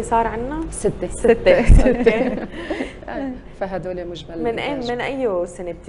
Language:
North Levantine Arabic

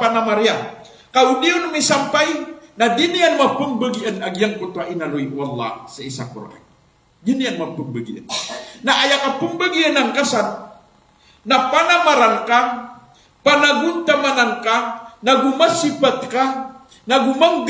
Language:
Maranao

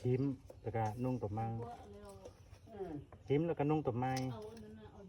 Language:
Lao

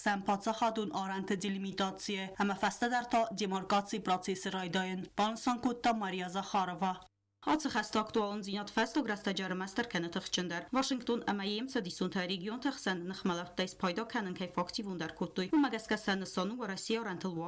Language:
Ossetic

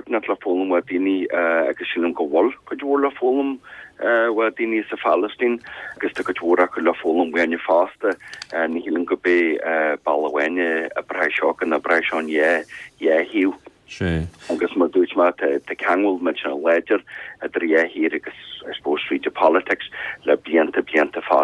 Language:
Irish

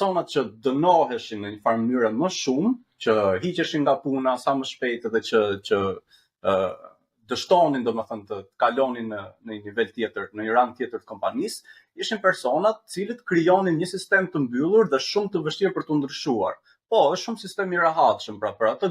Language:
Albanian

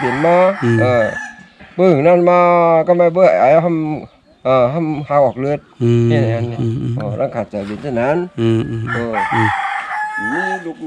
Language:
Shan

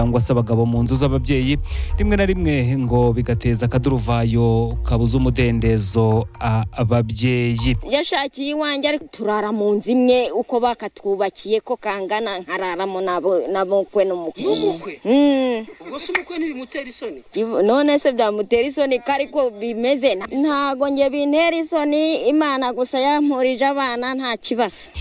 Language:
Kinyarwanda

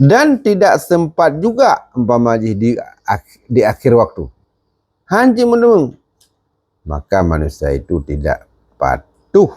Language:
Achinese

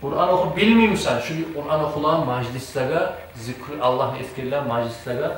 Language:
Kumyk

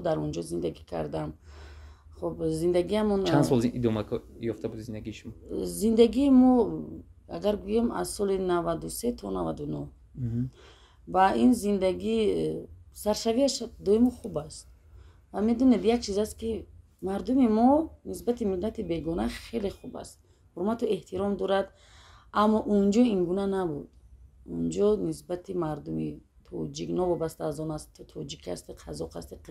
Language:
Tajik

